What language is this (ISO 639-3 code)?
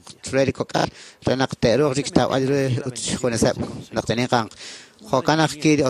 kek